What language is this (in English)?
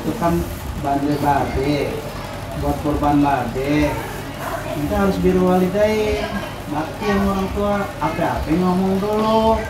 Betawi